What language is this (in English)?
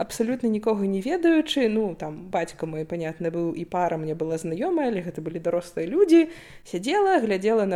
Belarusian